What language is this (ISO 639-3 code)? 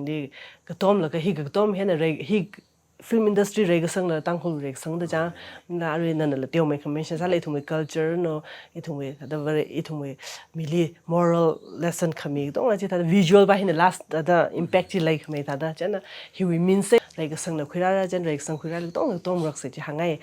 nmf